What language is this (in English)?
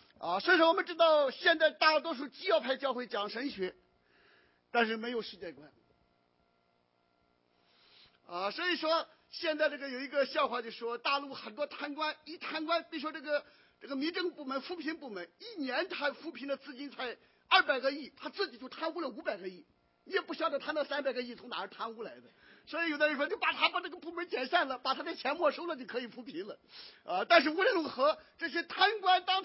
Chinese